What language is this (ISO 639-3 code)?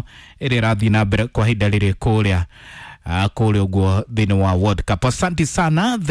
kik